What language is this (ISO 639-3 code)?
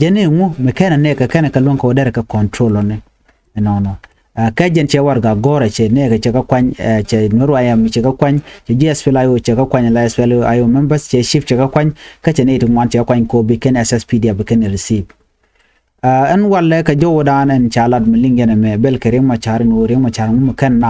nus